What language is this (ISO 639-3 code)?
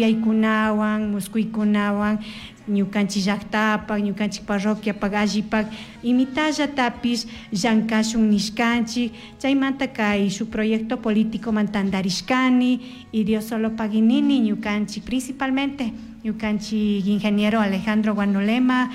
qug